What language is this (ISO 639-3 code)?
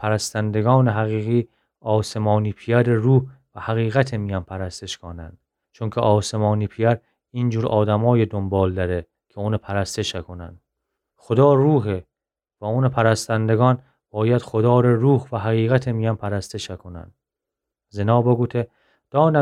glk